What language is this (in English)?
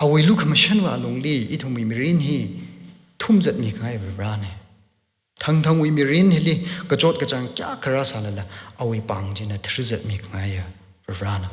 Tangkhul Naga (India)